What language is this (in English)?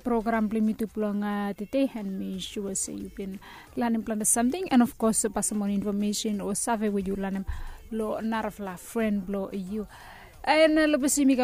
Bislama